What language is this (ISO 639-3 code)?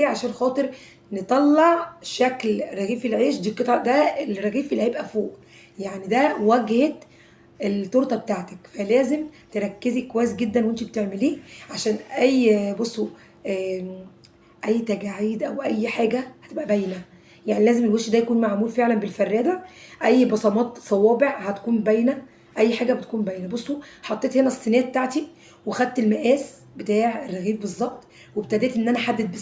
arz